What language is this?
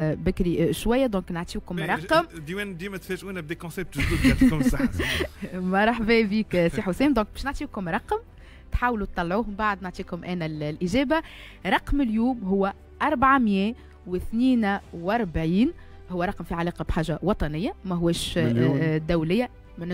Tunisian Arabic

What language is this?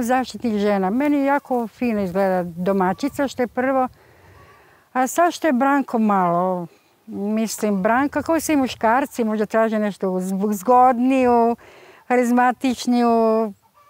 Serbian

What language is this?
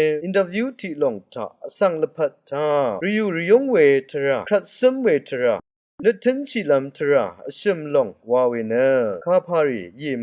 Rawang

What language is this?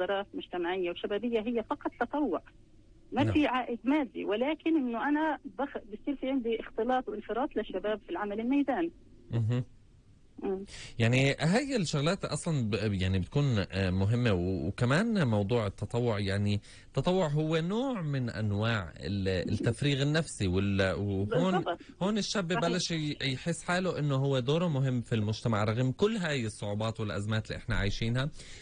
North Levantine Arabic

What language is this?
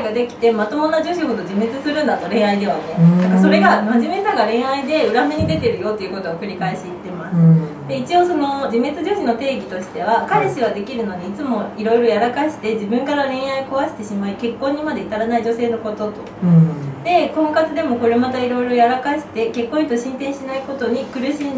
Japanese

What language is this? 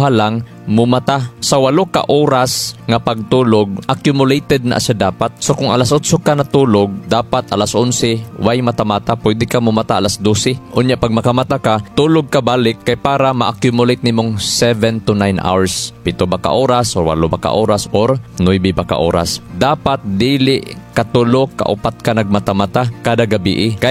Cebuano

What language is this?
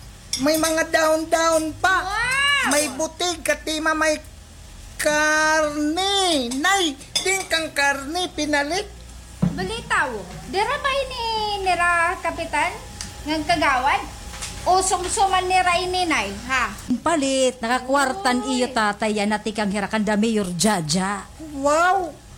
Waray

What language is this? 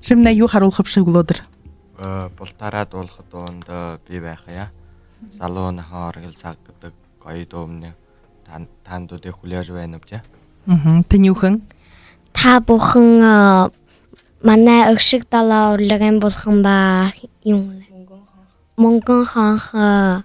Buriat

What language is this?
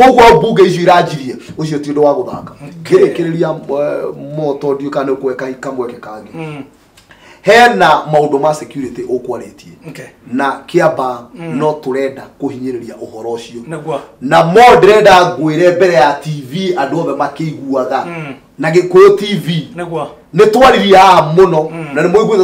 Kikuyu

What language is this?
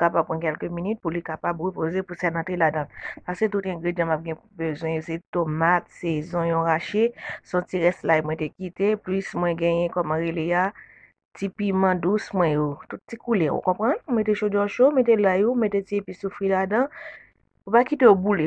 Haitian Creole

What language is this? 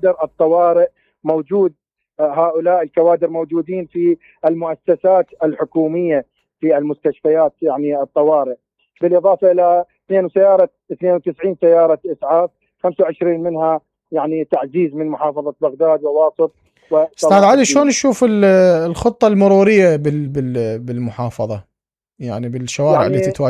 Mesopotamian Arabic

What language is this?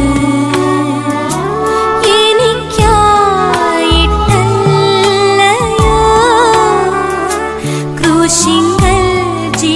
Malayalam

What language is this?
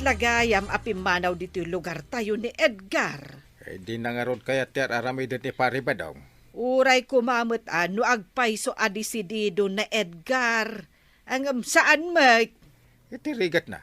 Iloko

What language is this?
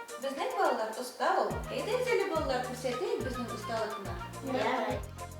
Bashkir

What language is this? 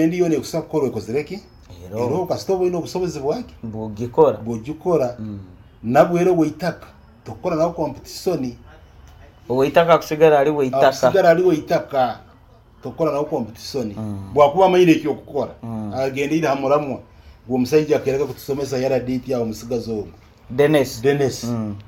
Nyoro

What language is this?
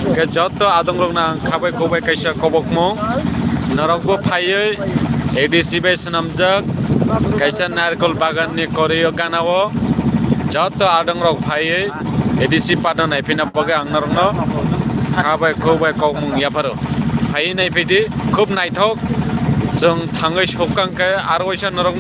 Kok Borok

